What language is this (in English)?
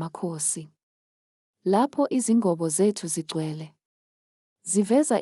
Zulu